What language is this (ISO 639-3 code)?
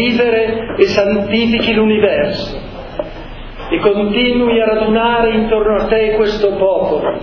ita